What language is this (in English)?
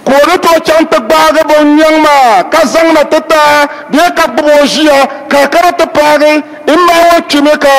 Dagbani